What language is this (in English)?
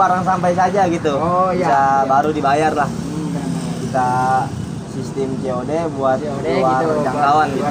Betawi